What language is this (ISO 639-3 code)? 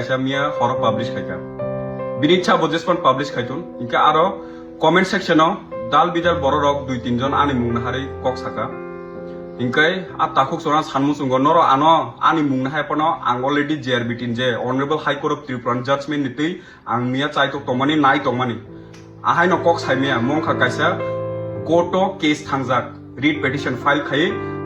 trp